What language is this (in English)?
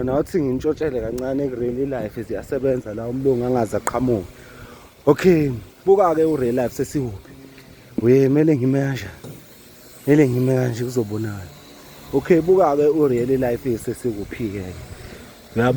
Zulu